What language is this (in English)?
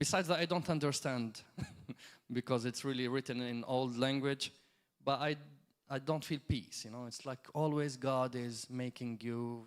English